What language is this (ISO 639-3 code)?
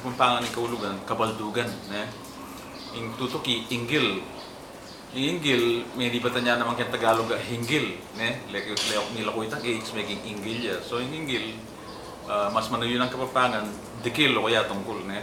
pam